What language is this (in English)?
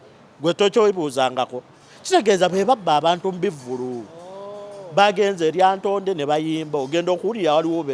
Ganda